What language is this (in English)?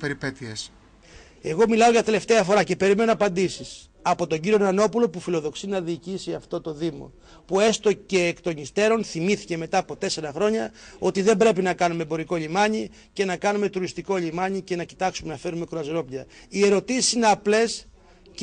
Greek